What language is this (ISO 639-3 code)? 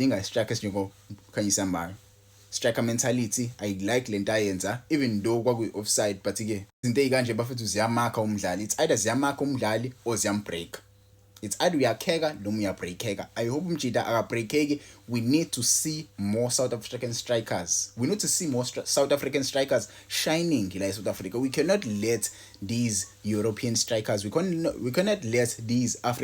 zul